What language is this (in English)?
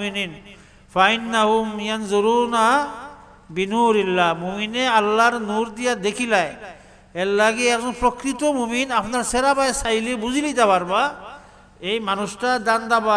Sylheti